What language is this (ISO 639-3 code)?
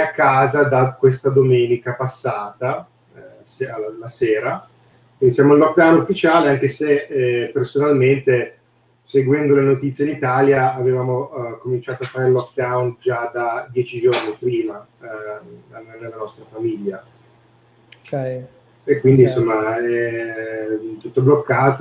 ita